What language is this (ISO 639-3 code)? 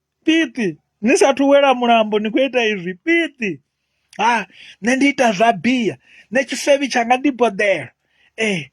ven